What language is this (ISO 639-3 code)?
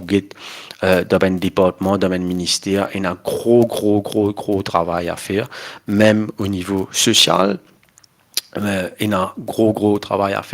mfe